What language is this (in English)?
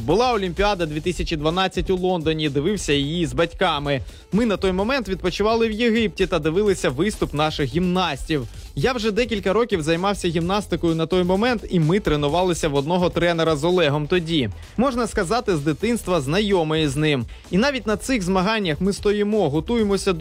Ukrainian